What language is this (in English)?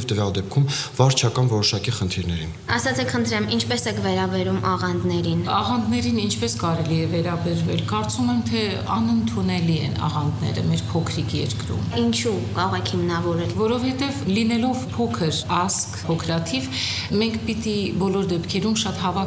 Armenian